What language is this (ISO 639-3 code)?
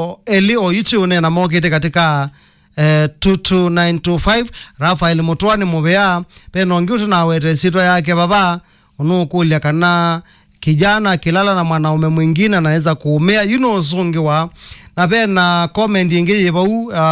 kam